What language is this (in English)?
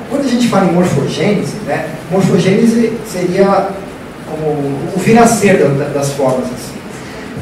Portuguese